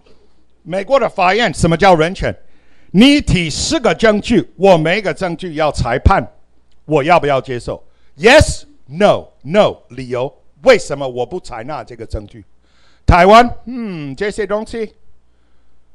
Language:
Chinese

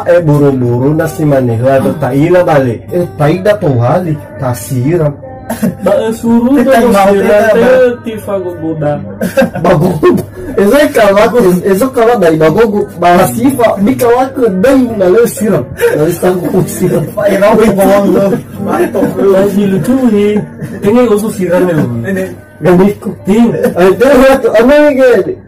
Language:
Nias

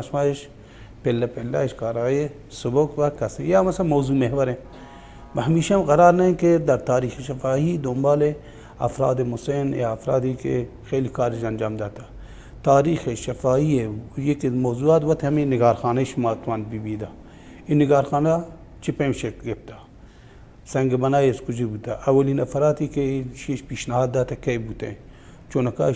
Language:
Baluchi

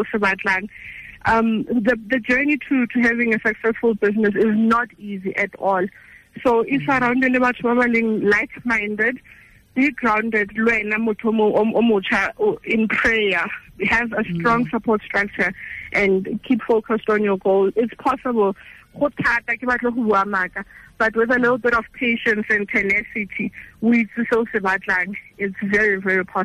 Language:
Tswana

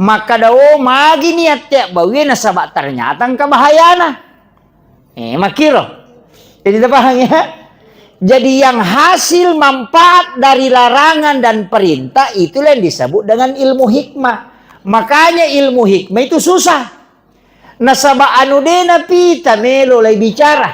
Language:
Buginese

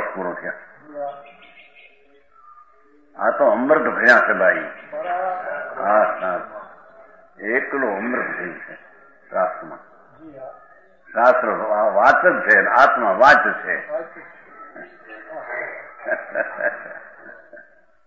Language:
Gujarati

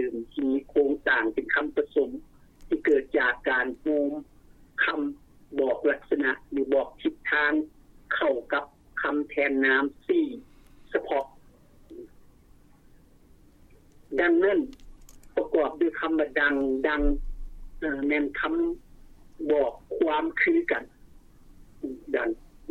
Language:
Lao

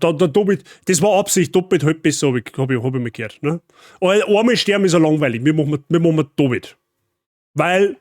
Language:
Bavarian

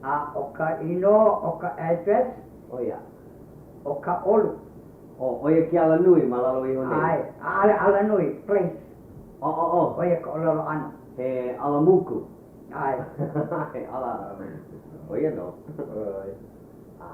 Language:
Hawaiian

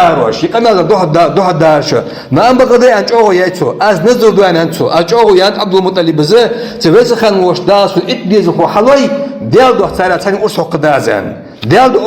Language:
Ingush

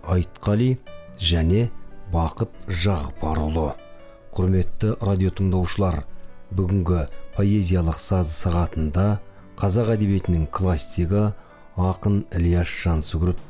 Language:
Kazakh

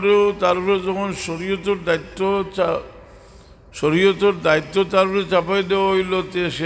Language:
Sylheti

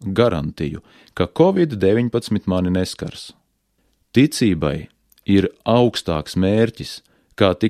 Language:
Latvian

